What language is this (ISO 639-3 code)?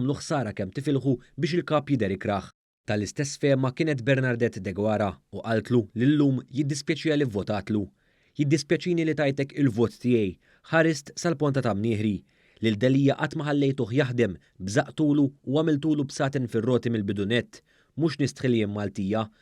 mlt